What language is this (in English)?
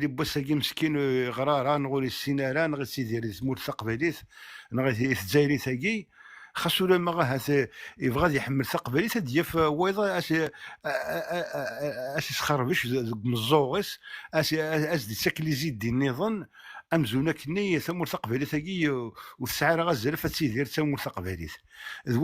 Kabyle